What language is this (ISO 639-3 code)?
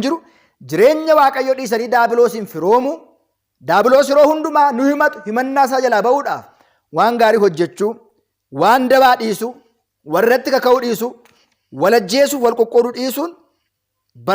orm